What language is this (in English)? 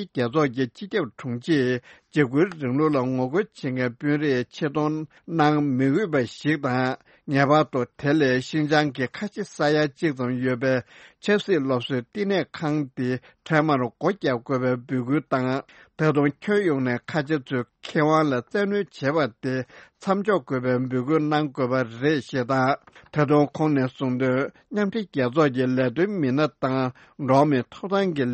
Tibetan